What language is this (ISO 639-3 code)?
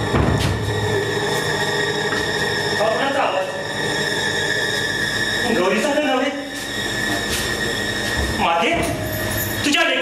mar